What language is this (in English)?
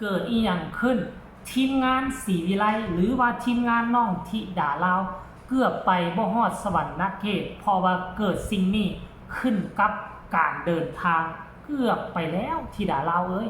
Lao